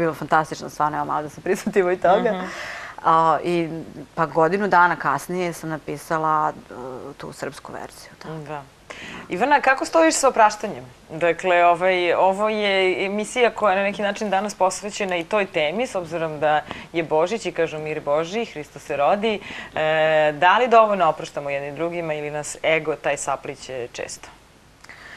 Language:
Serbian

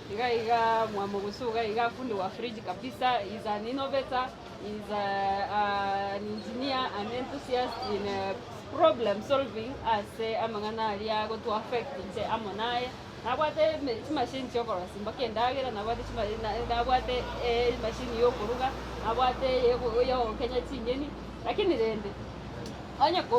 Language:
Gusii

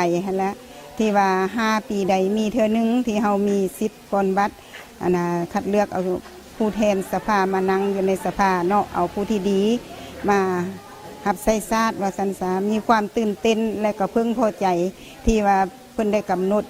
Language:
Lao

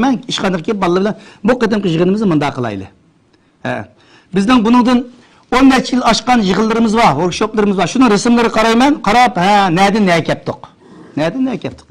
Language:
Uyghur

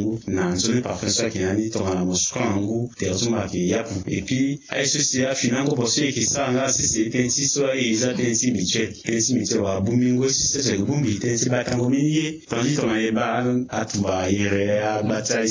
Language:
Sango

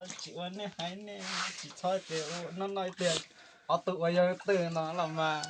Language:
Hmong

